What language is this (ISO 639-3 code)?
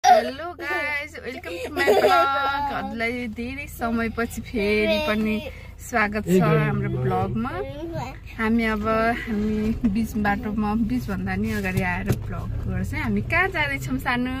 nep